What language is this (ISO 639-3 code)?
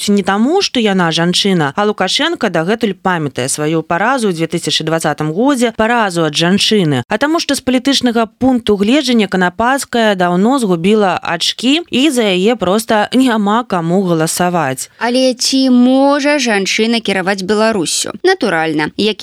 bel